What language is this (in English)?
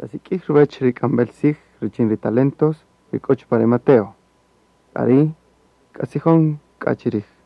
Kaqchikel